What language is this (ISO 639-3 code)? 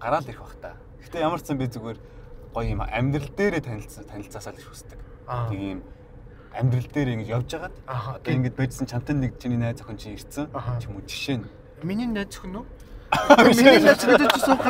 mon